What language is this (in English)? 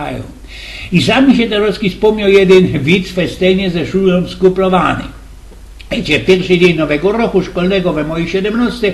Silesian